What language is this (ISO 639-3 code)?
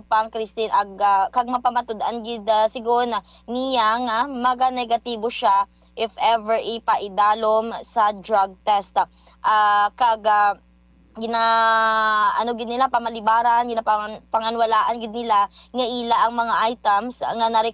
hil